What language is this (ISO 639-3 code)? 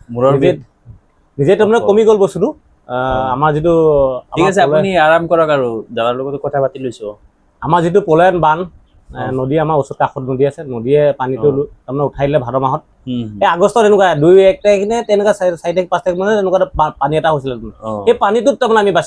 asm